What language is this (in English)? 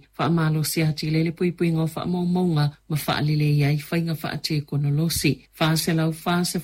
Samoan